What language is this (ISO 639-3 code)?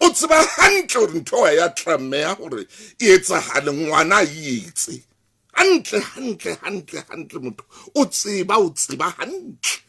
sot